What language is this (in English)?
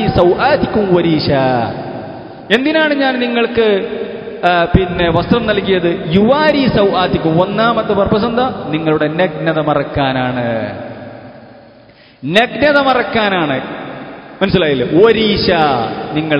Malayalam